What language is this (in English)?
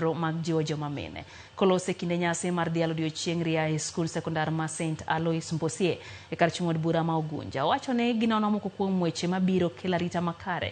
Luo (Kenya and Tanzania)